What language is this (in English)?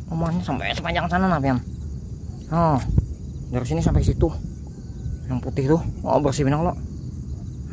Banjar